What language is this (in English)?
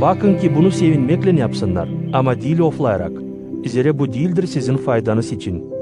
Gagauz